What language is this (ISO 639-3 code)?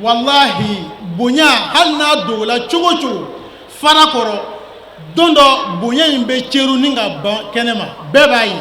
bam